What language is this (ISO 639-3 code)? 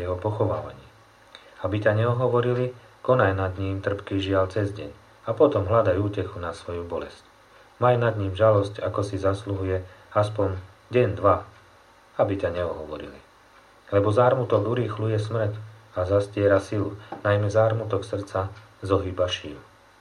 slk